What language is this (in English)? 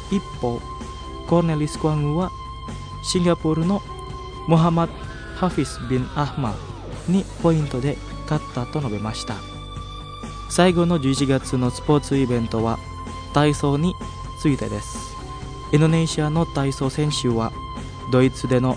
Japanese